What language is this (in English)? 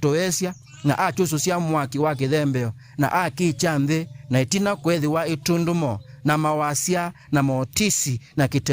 Kamba